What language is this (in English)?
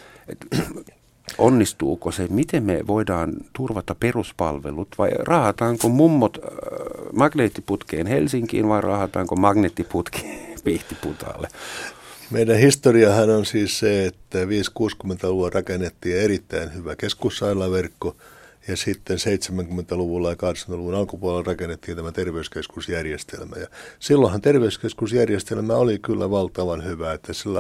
Finnish